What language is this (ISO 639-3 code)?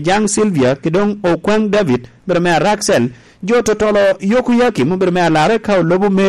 laj